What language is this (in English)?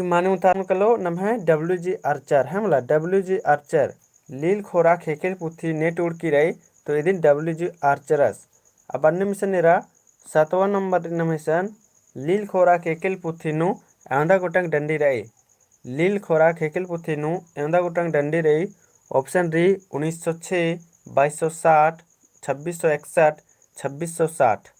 Kurukh